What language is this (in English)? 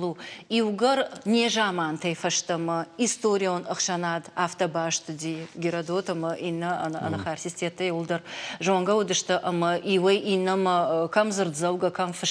Ossetic